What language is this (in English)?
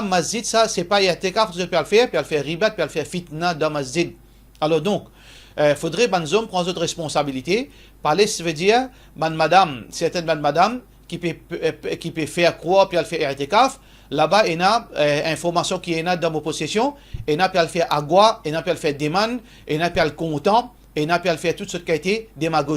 Morisyen